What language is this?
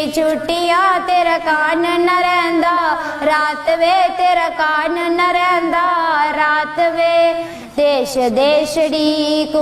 Dogri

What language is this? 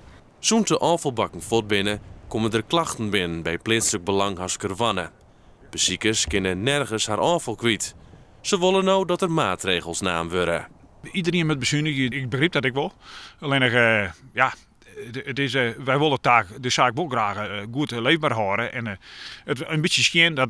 Western Frisian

